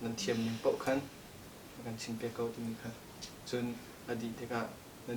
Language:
Hakha Chin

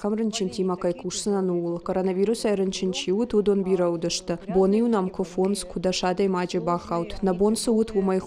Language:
Ossetic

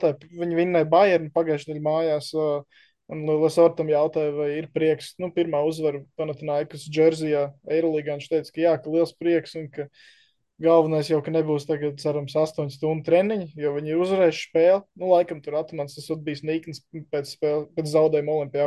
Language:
Latvian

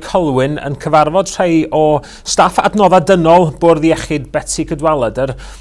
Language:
Welsh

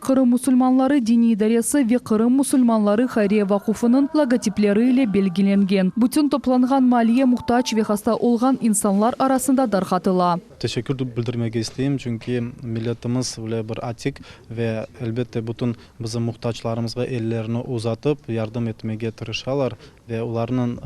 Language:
Crimean Tatar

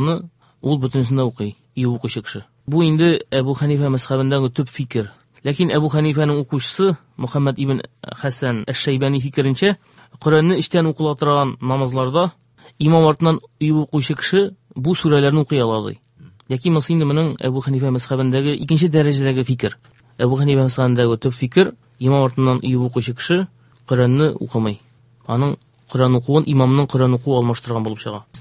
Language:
Tatar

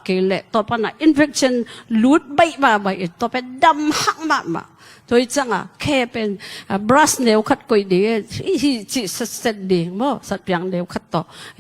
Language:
Tedim Chin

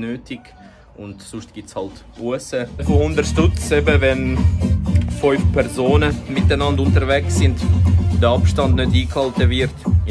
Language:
Swiss German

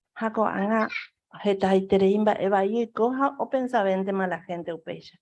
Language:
Guarani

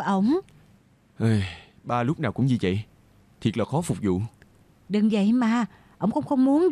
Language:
Vietnamese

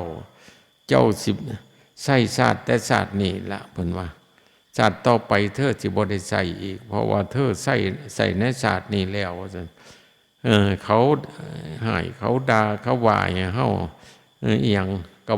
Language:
Lao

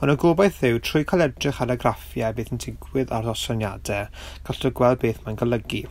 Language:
Welsh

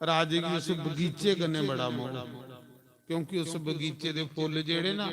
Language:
Dogri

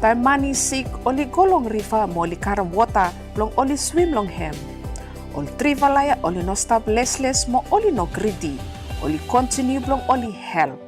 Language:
Bislama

